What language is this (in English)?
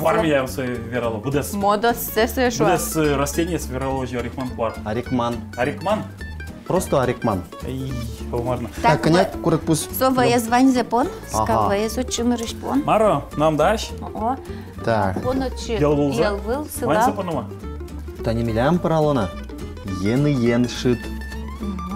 Udmurt